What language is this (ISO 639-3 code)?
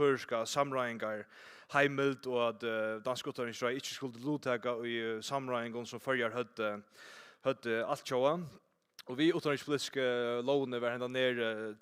fao